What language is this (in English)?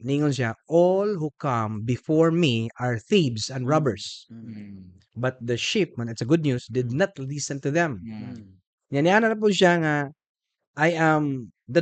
Cebuano